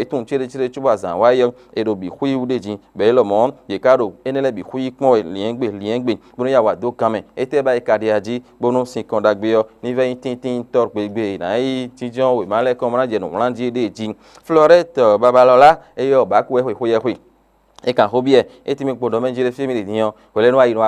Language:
Fon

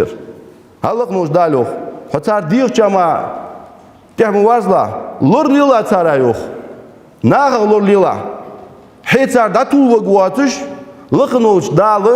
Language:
Ingush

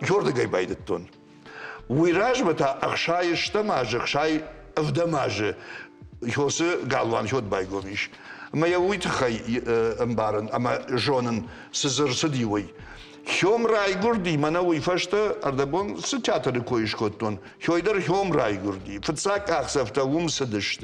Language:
Ossetic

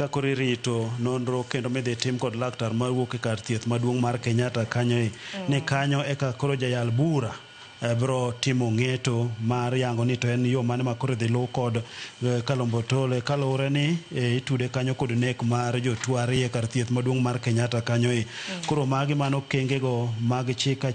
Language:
Luo (Kenya and Tanzania)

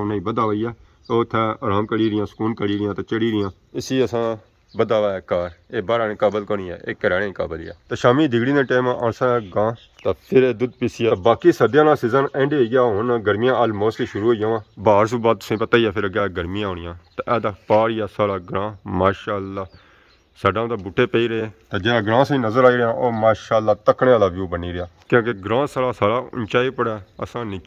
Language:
Pahari-Potwari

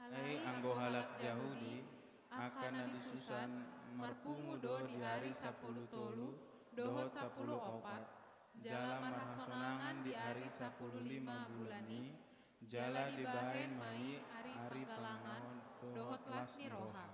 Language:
Batak Toba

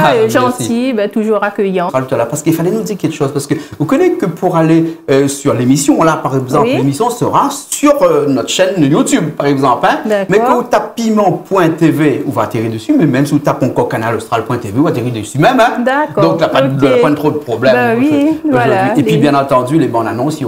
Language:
Réunion Creole French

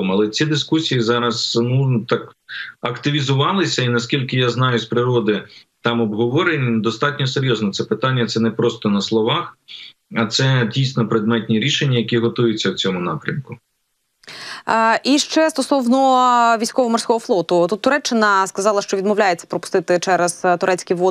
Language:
Ukrainian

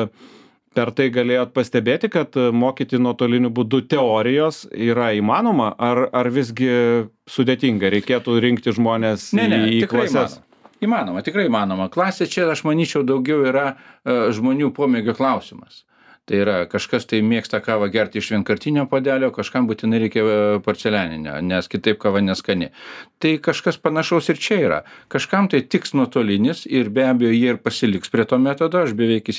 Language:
Lithuanian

